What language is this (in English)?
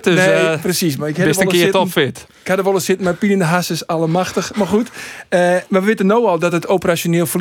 Western Frisian